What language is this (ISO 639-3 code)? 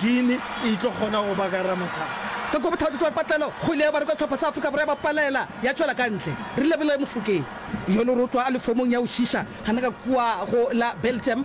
nso